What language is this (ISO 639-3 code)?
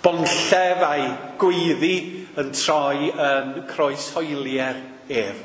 cym